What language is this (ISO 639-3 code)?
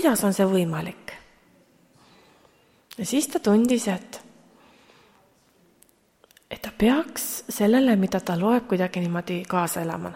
est